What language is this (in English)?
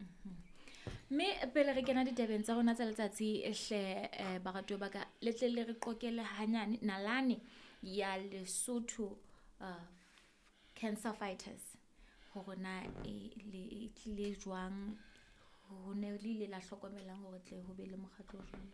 Southern Sotho